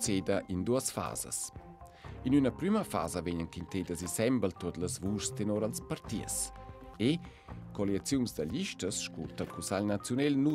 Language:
Romansh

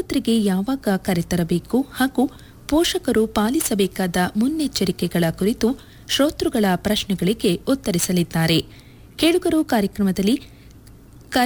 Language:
Kannada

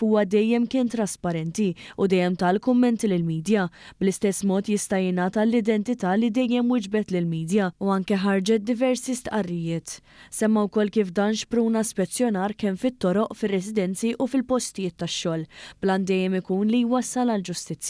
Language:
Maltese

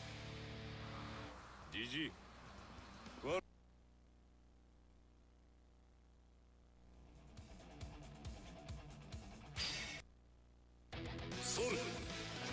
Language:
Japanese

